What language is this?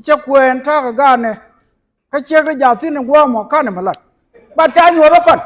Nuer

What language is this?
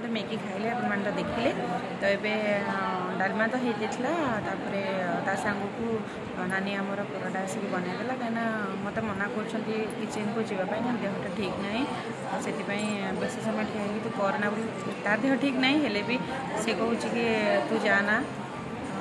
Odia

